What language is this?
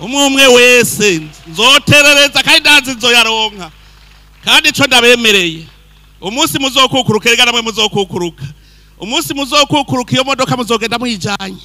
Rundi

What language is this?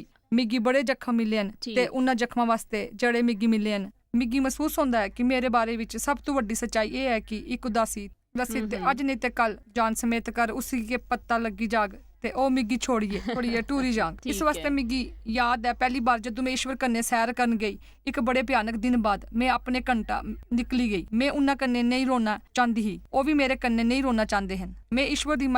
Dogri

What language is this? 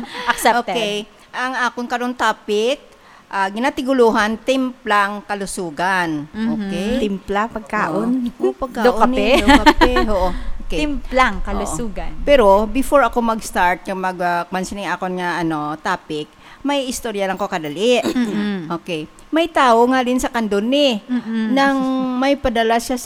Hiligaynon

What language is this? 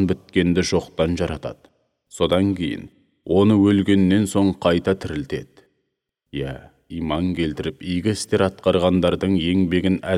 Kazakh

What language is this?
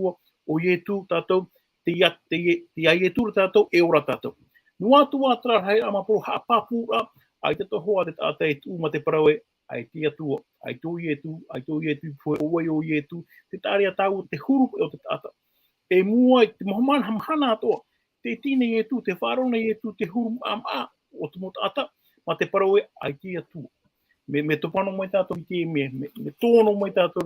Tahitian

